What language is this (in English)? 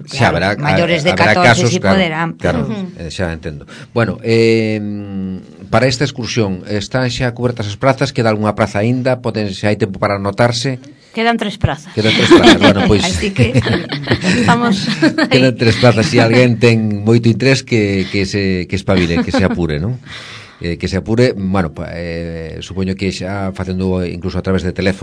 Galician